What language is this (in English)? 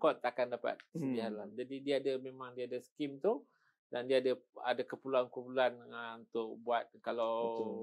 Malay